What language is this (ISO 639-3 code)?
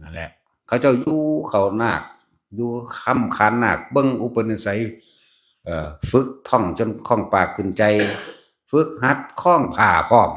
tts